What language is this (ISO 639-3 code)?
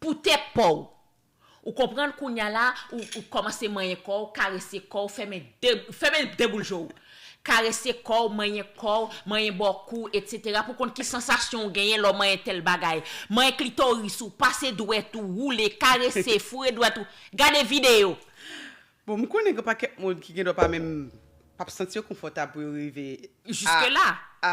hat